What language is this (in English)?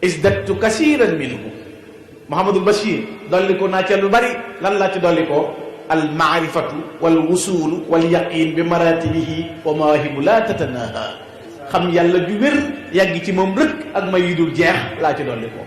Wolof